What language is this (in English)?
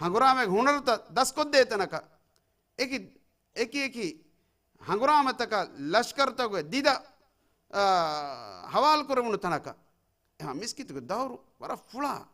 Divehi